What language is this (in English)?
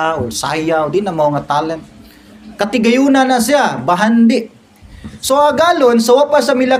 Cebuano